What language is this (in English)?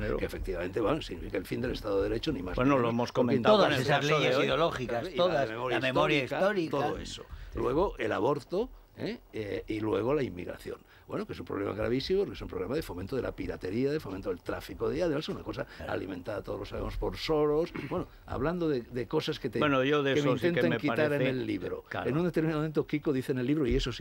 Spanish